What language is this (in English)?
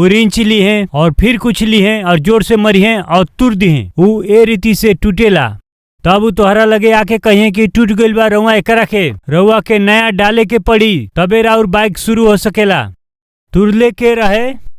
Bhojpuri